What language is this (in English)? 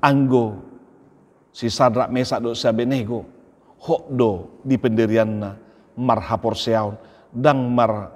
Batak Toba